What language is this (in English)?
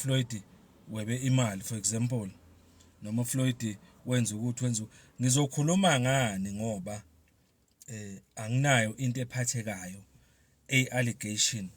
Zulu